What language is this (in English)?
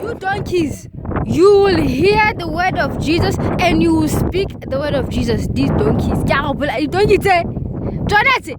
Tswana